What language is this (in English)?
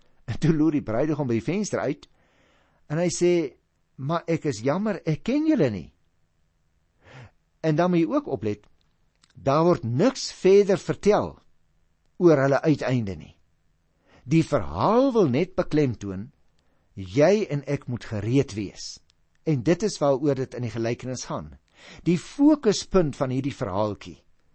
Afrikaans